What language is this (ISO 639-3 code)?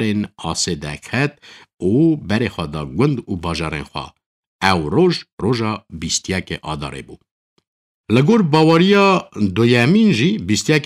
kur